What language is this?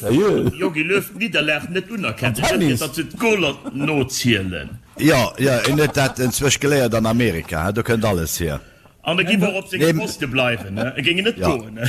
Luxembourgish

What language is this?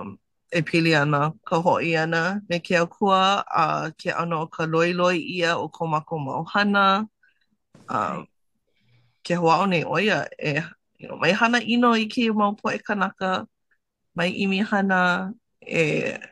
Hawaiian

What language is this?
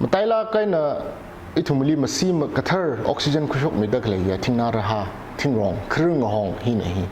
Tangkhul Naga (India)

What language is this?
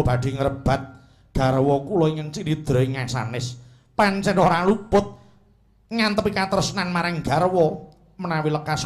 Javanese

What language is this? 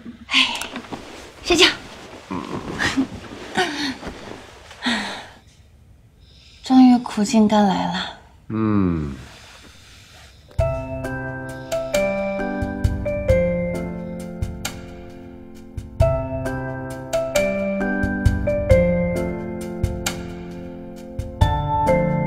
Chinese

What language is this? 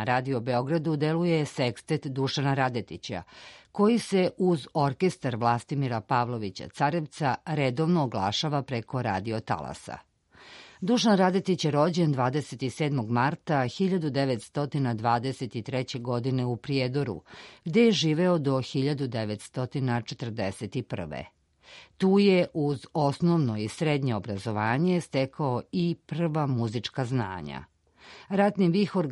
Serbian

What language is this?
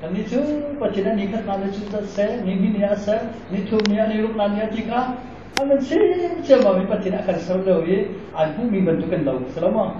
Hakha Chin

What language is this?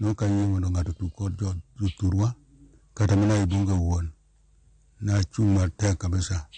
Luo (Kenya and Tanzania)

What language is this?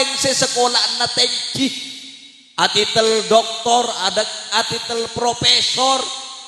Madurese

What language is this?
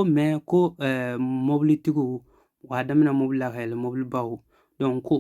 Bambara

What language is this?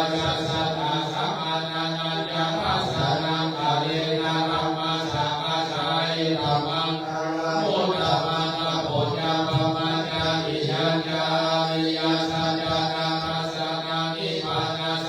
Pali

